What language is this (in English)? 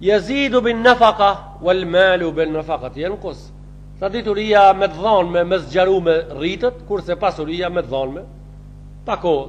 Albanian